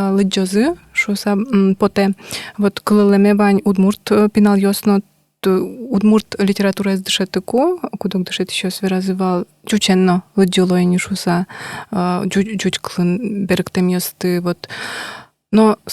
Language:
Udmurt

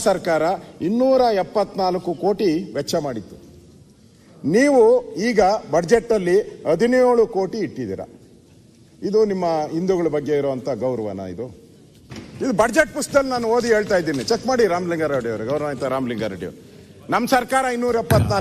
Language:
Kannada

